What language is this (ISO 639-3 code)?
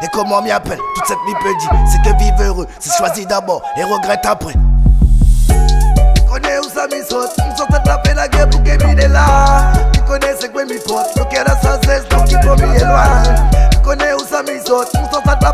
fra